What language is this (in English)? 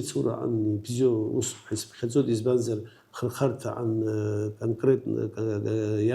Abkhazian